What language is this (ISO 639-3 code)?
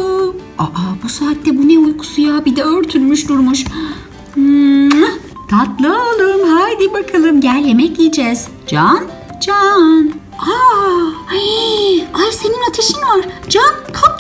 tur